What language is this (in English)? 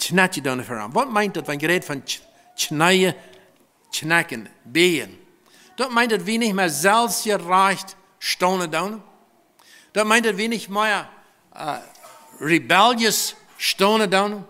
Plautdietsch